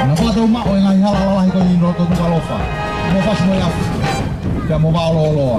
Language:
Tongan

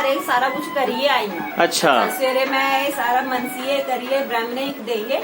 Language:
Dogri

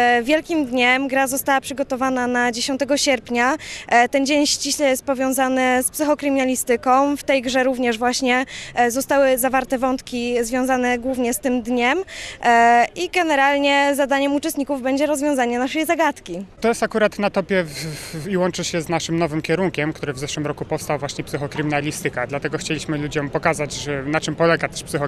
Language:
Polish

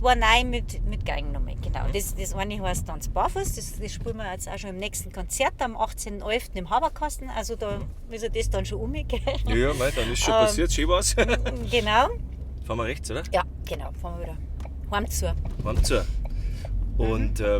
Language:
Bavarian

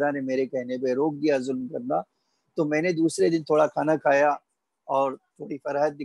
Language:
Urdu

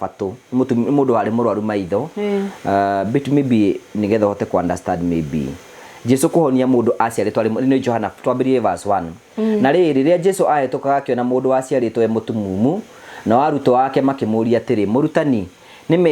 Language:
Kikuyu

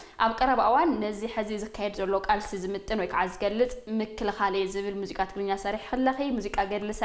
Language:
Tigrinya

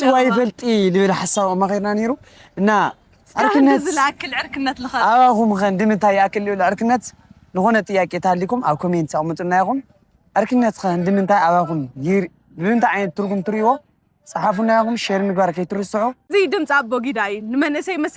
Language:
Tigrinya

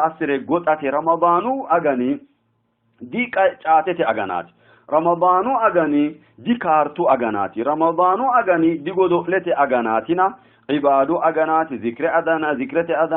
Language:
Sidamo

